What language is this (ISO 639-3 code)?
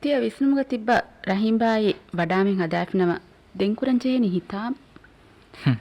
div